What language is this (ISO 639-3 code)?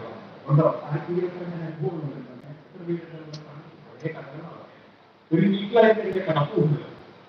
mal